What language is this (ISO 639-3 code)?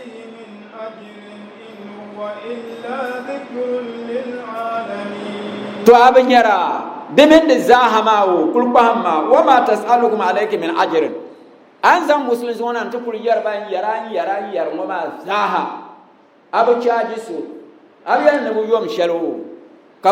dag